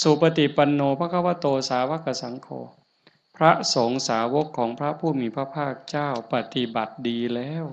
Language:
Northeastern Thai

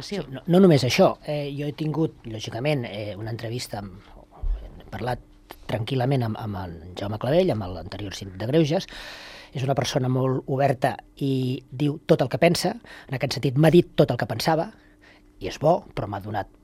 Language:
Catalan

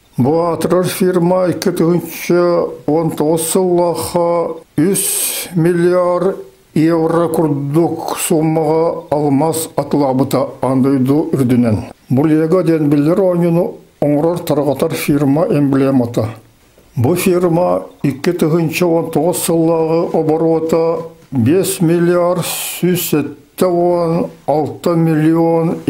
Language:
Yakut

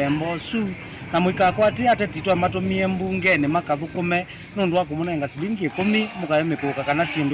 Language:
Kamba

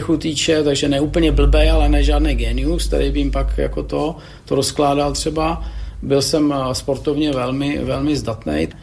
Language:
Czech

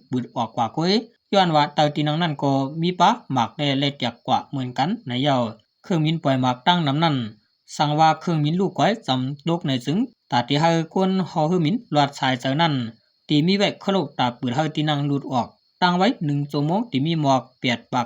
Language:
Shan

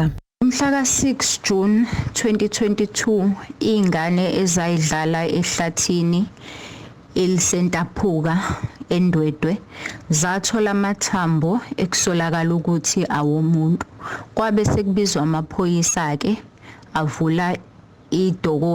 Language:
Zulu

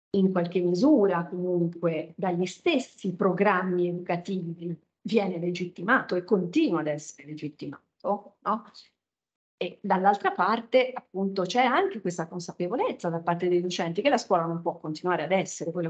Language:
Italian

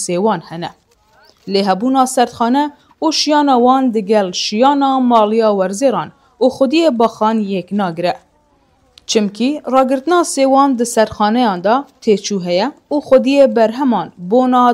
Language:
Kurdish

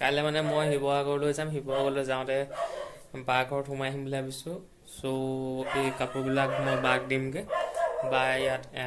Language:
Assamese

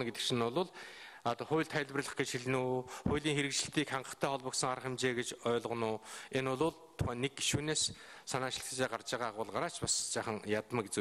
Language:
Mongolian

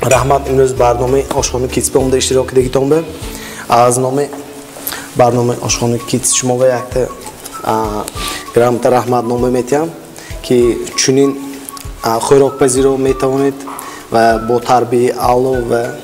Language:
Tajik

